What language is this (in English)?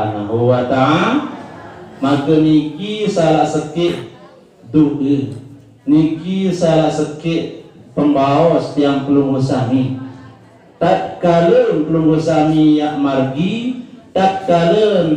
Sasak